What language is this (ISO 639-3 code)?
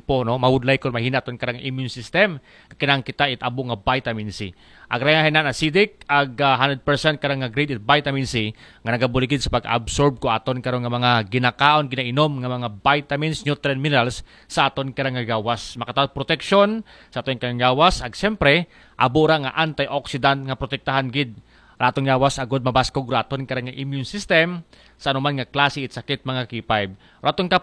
akl